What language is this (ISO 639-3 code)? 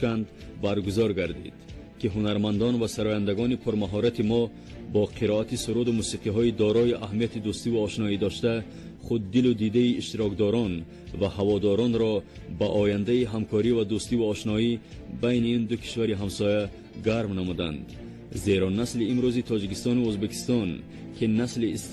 tgk